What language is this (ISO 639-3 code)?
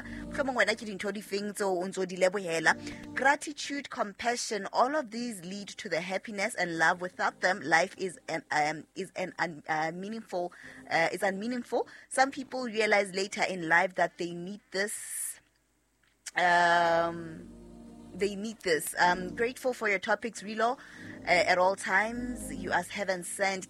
sot